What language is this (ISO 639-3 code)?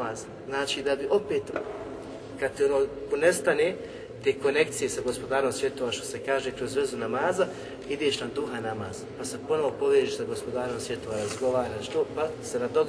bos